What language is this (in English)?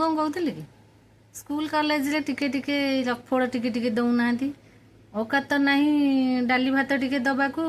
Odia